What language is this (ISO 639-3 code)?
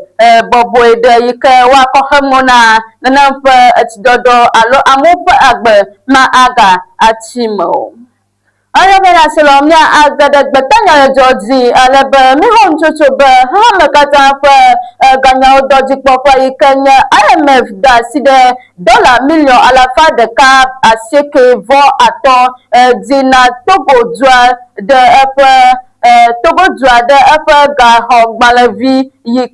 ewe